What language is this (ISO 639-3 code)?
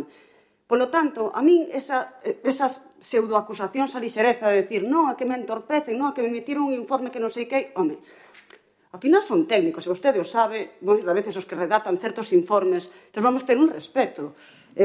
glg